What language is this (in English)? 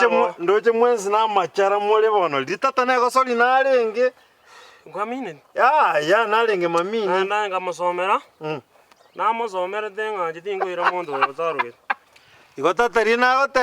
Gusii